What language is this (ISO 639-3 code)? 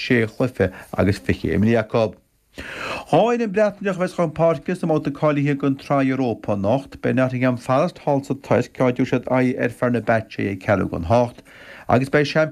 gle